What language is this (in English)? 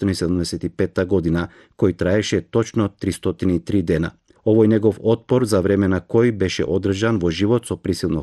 Macedonian